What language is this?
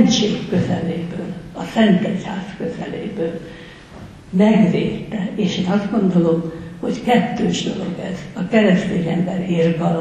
Hungarian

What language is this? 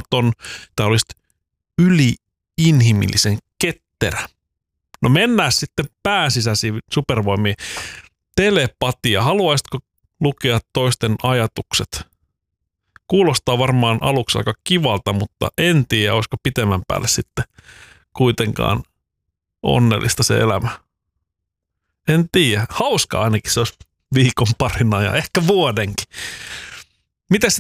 Finnish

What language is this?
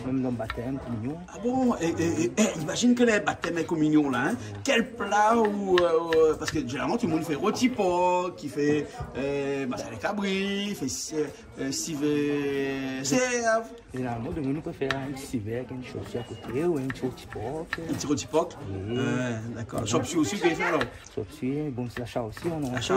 Réunion Creole French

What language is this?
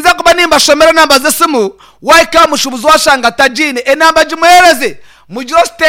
Nyankole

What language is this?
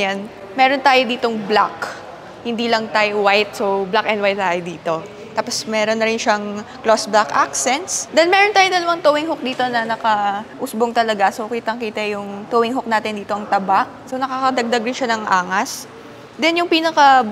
Filipino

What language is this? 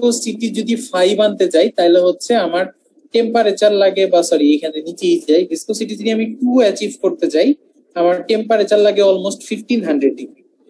Bangla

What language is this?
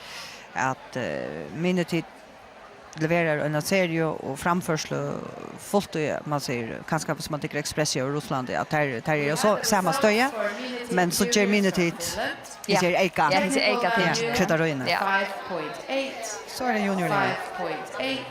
Faroese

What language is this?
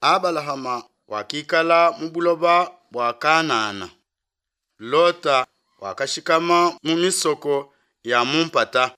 Luba-Lulua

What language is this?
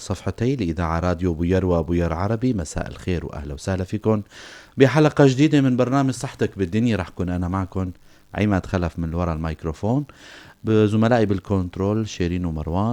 North Levantine Arabic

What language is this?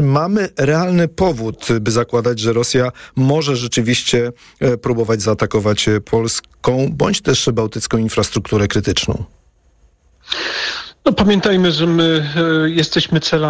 Polish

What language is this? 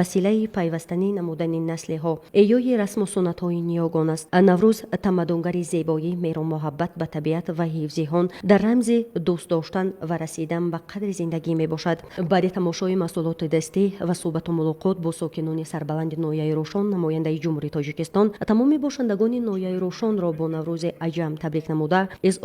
Tajik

